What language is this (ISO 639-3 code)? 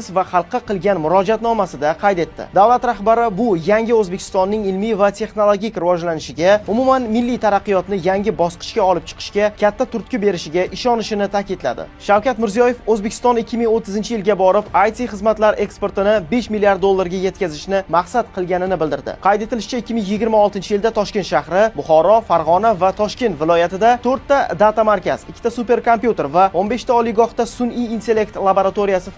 uzb